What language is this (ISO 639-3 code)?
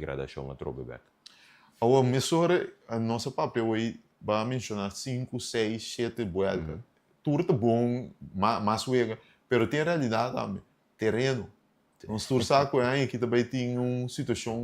pap